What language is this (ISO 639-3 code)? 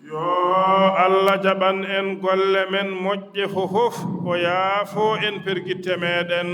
ful